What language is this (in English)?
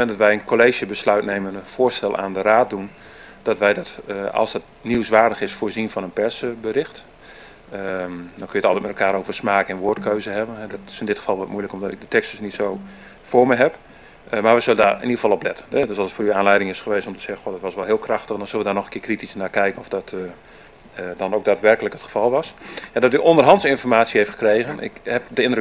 Dutch